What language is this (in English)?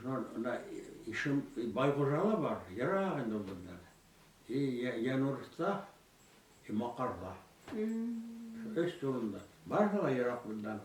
Bashkir